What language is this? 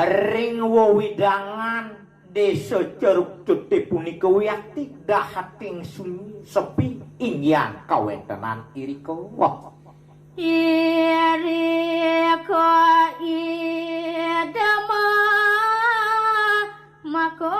Balinese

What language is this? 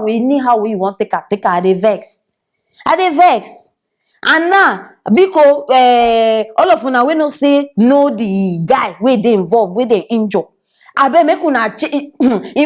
Nigerian Pidgin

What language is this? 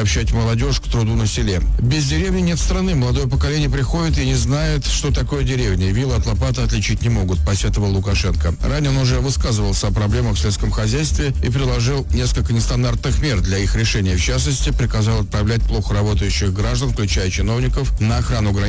Russian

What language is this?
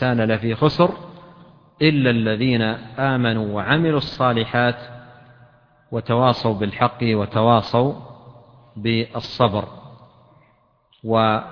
Arabic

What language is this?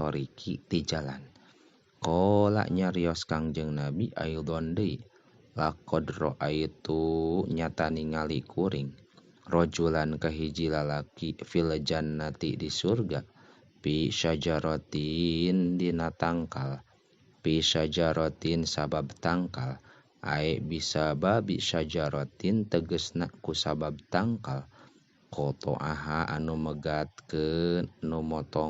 Sundanese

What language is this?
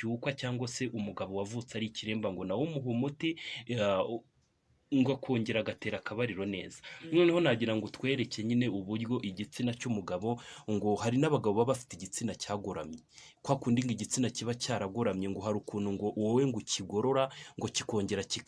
Kinyarwanda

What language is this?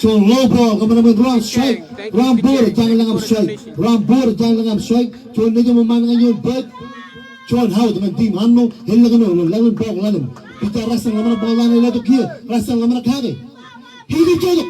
Marshallese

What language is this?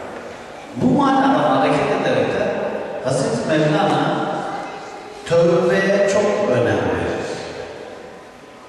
Turkish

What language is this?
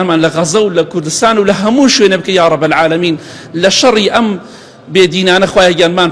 Central Kurdish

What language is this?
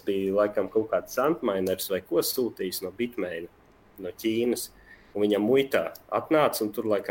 Latvian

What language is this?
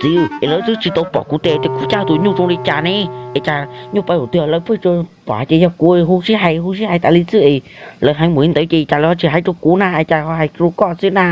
Hmong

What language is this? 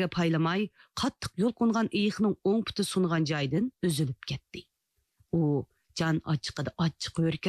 Uyghur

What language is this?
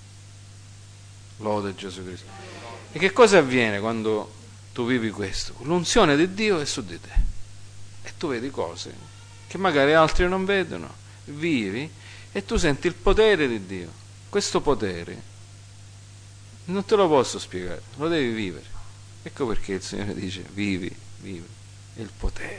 Italian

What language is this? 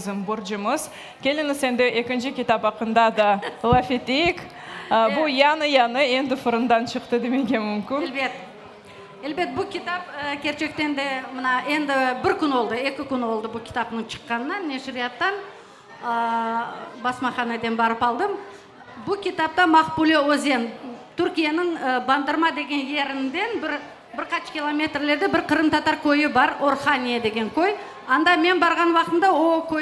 Crimean Tatar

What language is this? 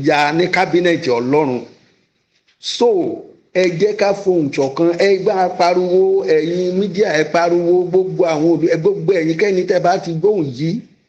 Yoruba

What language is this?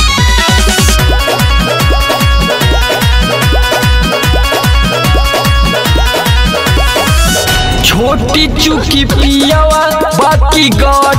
Bhojpuri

